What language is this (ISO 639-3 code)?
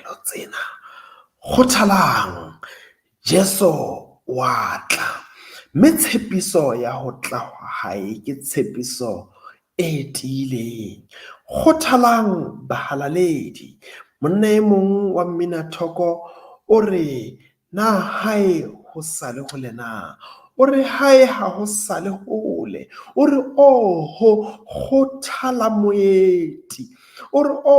sot